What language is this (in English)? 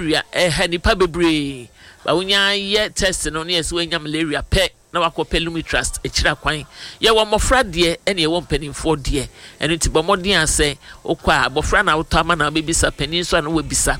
Akan